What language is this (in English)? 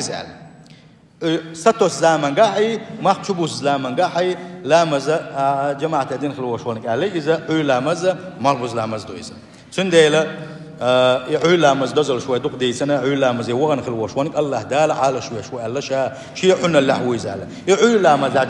Chechen